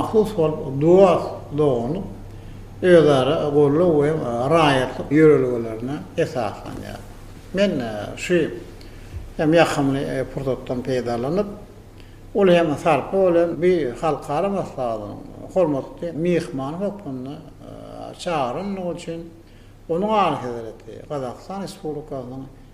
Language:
Turkmen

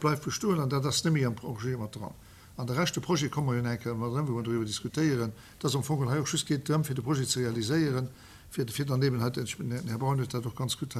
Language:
Luxembourgish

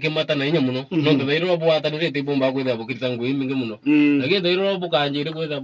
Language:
Meru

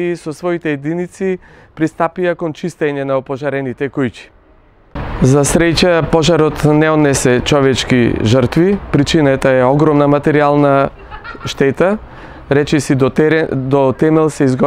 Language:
Macedonian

